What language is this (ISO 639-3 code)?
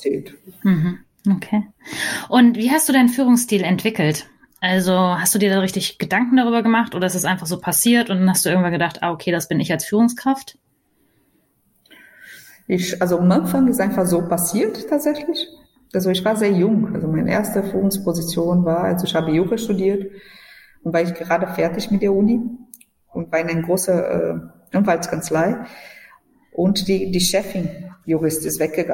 deu